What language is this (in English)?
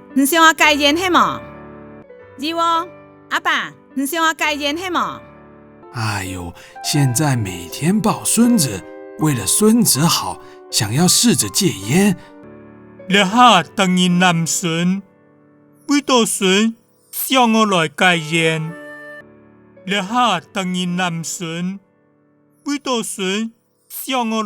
Hakka Chinese